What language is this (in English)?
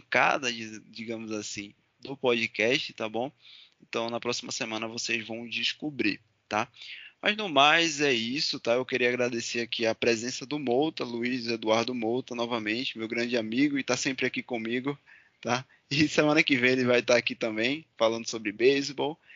Portuguese